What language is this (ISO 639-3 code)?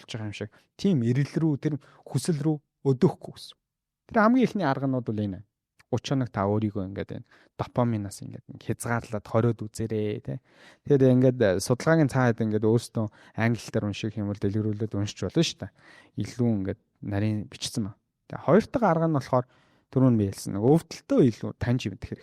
mon